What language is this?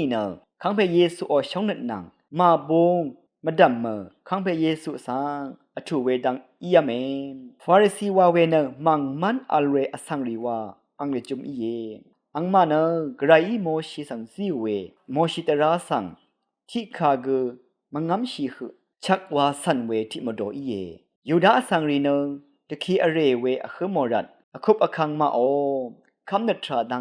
Rawang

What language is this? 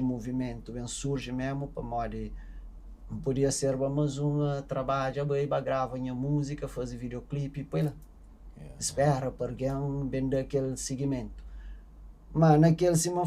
Kabuverdianu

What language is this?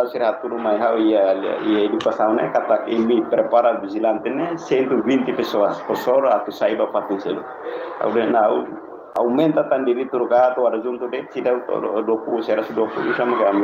Tetum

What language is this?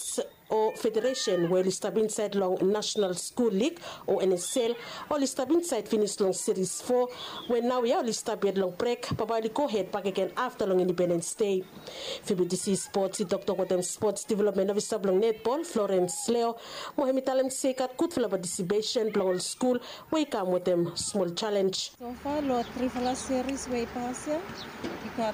Bislama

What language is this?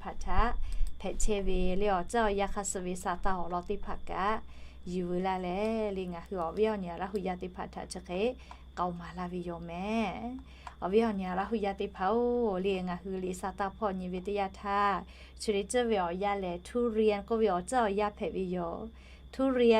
Lahu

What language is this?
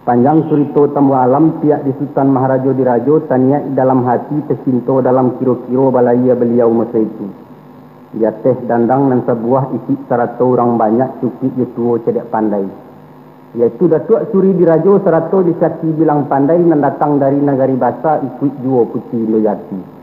Minangkabau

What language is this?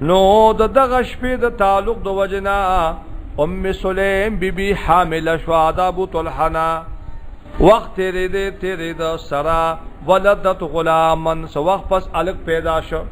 Pashto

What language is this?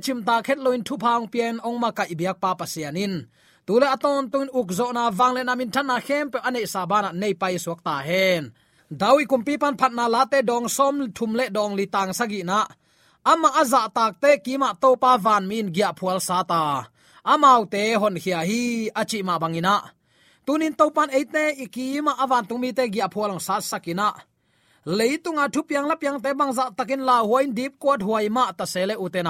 Tedim Chin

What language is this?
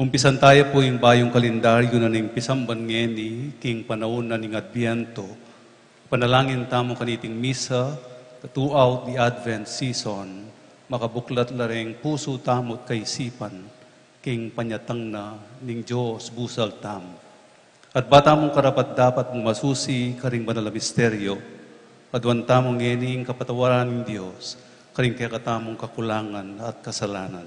Pampanga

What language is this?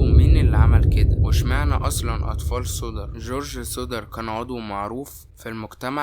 Egyptian Arabic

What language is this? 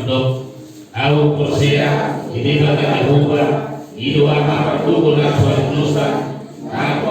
Batak Toba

